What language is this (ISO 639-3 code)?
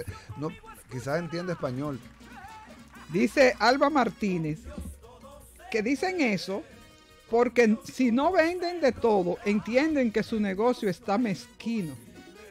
spa